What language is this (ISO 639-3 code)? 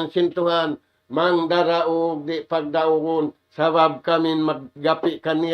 tsg